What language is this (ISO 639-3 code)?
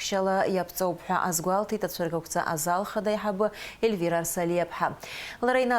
abk